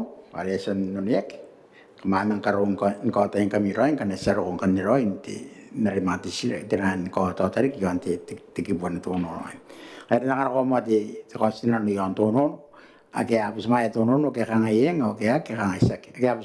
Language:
Gilbertese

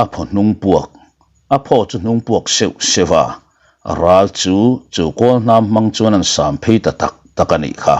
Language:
Mizo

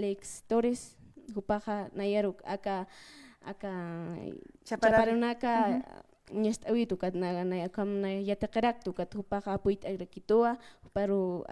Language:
Aymara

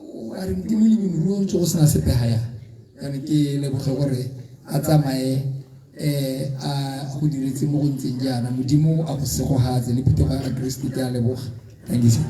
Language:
Tswana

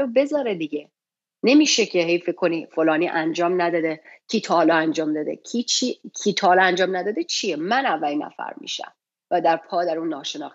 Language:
Persian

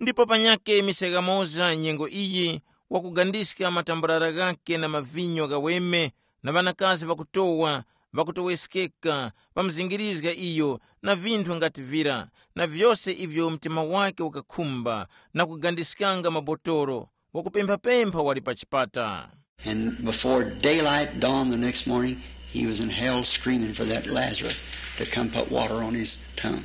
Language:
Tumbuka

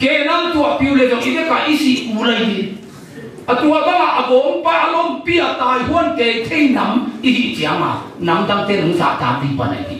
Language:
Tedim Chin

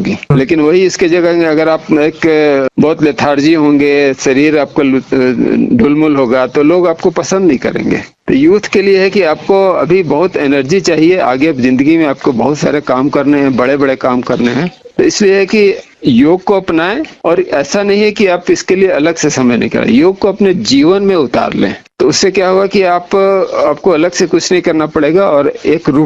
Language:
Hindi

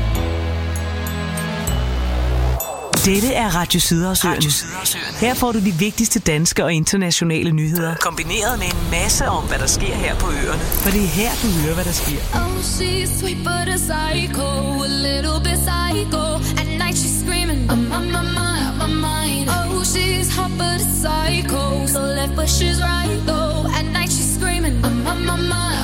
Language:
Danish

